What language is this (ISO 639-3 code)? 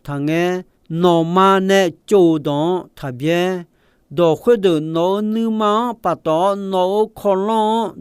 ahk